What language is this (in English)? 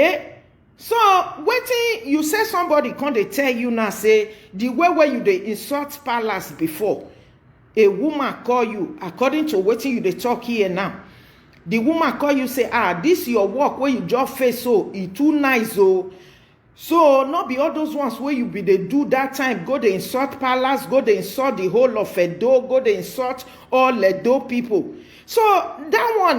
Nigerian Pidgin